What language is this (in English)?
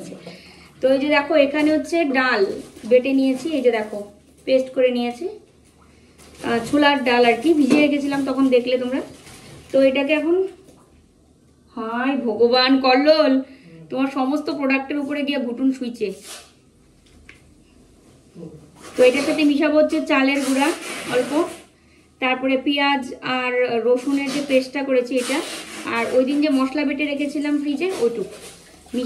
Bangla